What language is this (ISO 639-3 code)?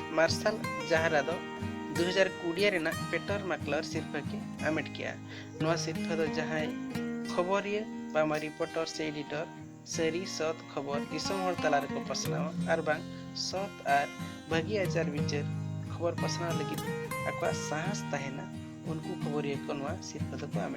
sat